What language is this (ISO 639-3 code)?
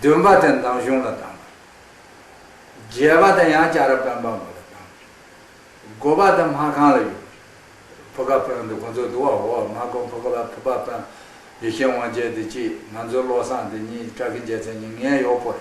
khg